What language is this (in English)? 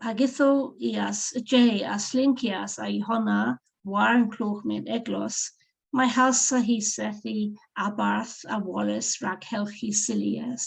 Cornish